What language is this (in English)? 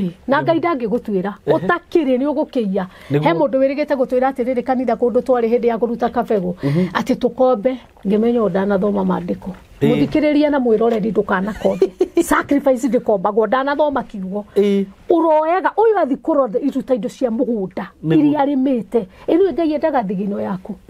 Kikuyu